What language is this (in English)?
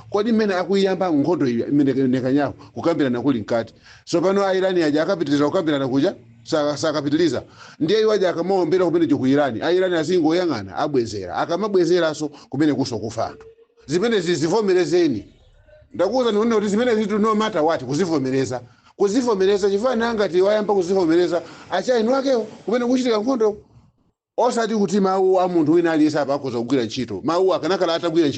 Nyanja